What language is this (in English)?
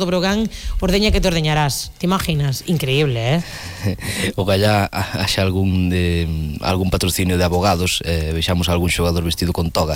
Galician